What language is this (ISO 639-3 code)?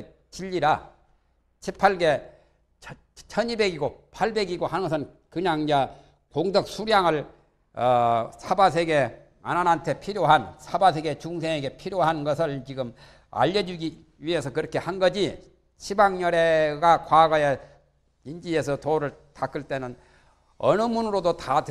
kor